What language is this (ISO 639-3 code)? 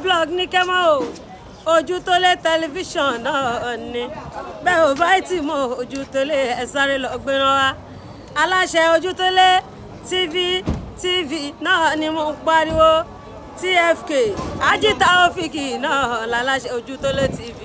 yor